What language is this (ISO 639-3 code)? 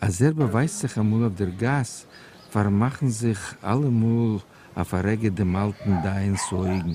yid